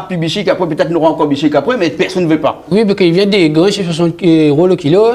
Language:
Réunion Creole French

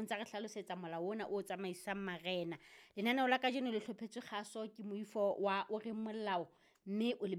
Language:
Southern Sotho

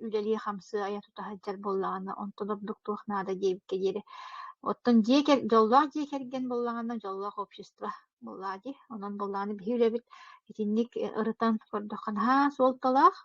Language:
Yakut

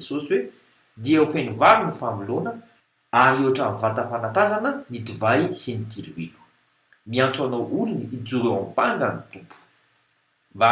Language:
Malagasy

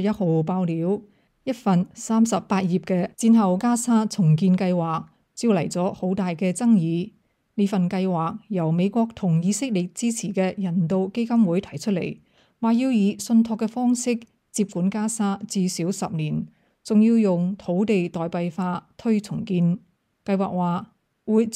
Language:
Cantonese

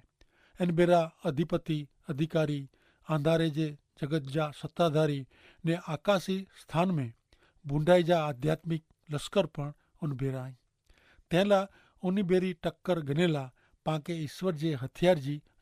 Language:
Kachhi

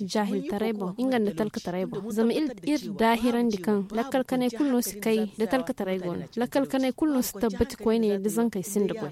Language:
Zarma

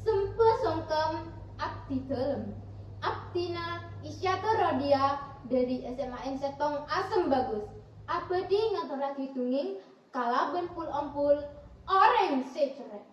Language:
Madurese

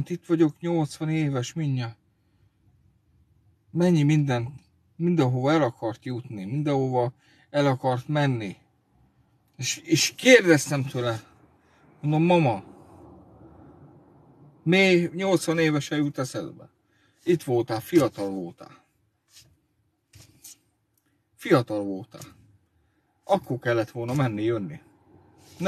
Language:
Hungarian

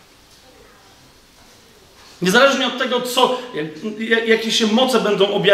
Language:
Polish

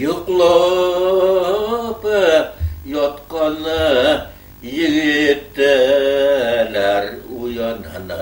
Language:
Bashkir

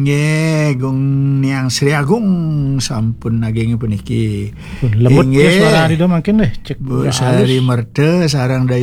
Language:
Balinese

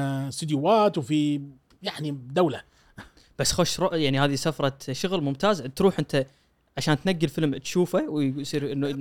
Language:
Gulf Arabic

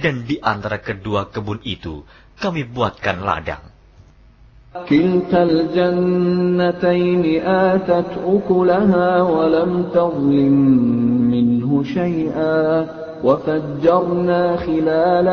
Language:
Indonesian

